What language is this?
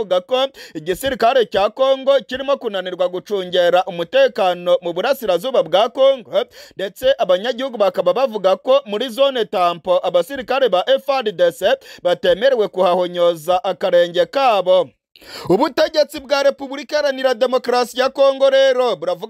Kinyarwanda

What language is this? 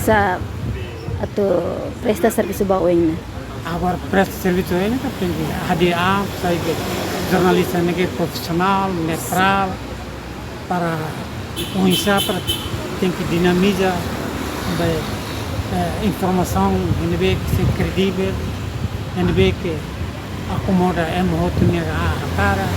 Tetum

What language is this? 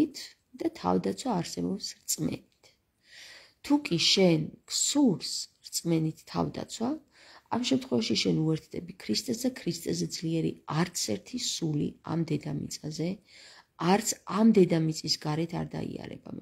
Georgian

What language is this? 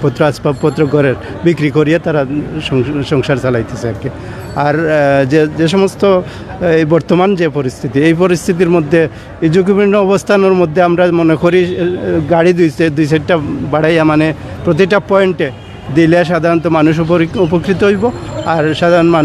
Sylheti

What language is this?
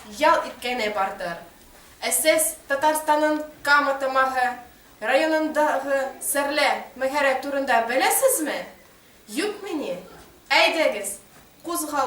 Tatar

